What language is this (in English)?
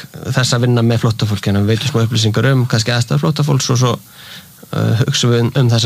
Icelandic